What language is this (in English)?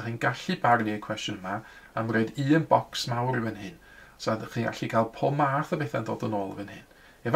Welsh